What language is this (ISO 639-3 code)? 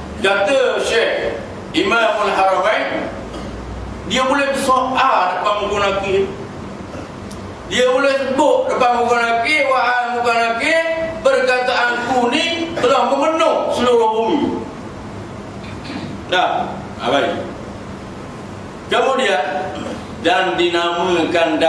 msa